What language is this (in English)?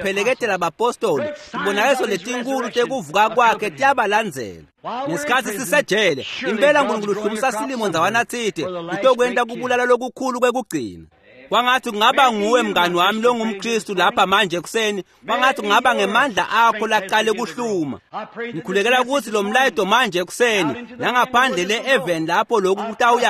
Swati